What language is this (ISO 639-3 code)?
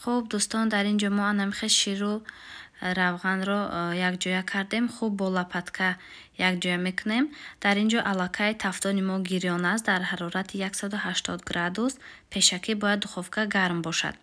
tgk